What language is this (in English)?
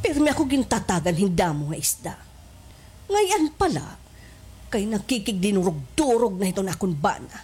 Waray